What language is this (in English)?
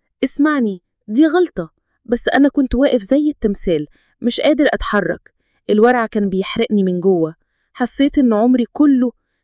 Egyptian Arabic